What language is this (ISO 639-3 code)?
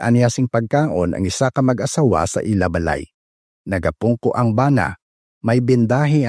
hil